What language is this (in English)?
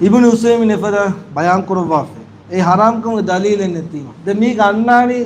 Divehi